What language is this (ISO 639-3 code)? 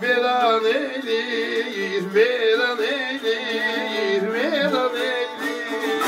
azb